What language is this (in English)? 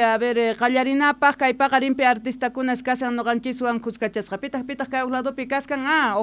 Quechua